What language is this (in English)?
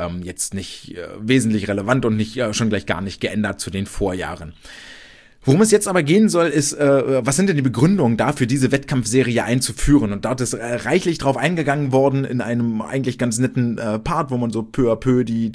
German